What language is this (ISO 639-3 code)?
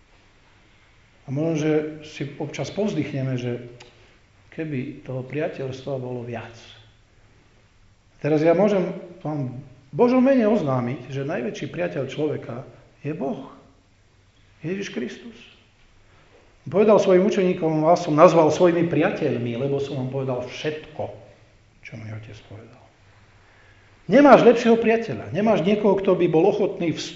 slk